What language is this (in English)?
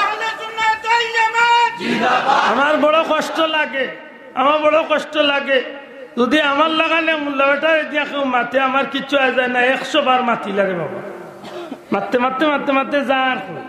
Sylheti